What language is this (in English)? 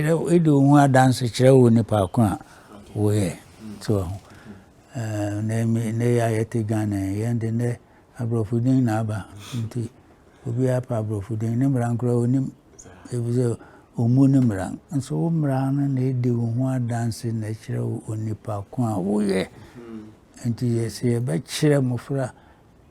Akan